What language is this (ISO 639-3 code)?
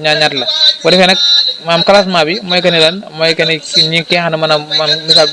wol